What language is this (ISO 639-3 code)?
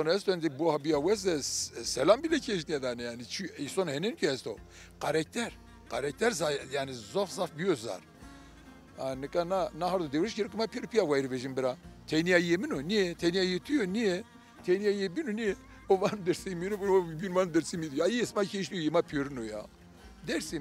zza